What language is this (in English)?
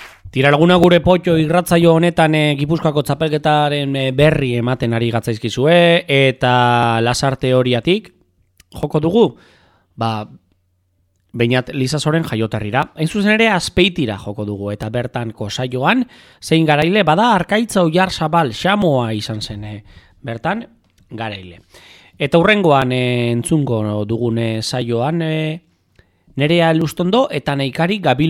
Basque